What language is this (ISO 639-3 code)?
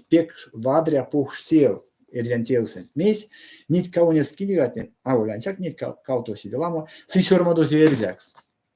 myv